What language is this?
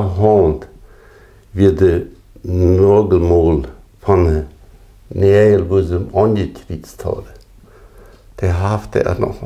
Plautdietsch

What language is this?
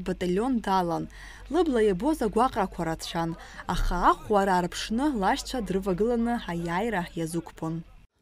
Abkhazian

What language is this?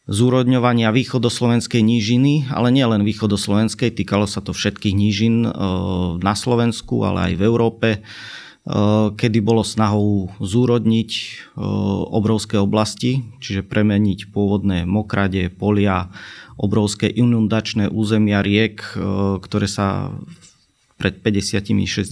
Slovak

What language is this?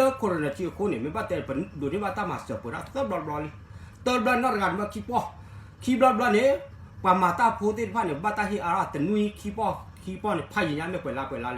S'gaw Karen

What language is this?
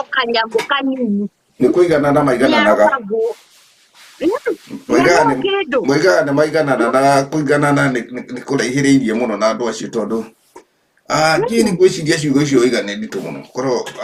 Kikuyu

